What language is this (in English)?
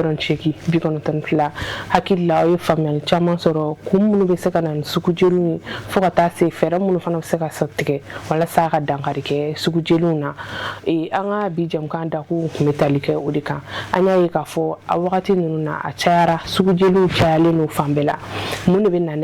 Bambara